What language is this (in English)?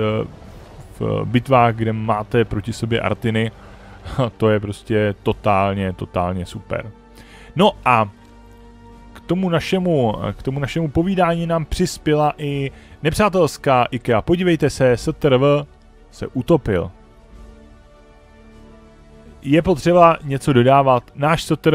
Czech